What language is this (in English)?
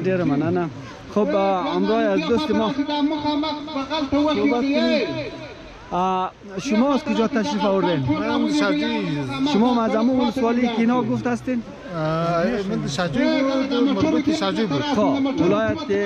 Persian